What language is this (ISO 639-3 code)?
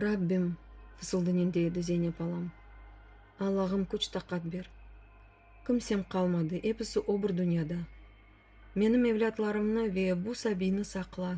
crh